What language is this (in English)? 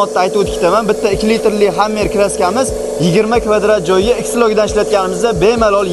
Uzbek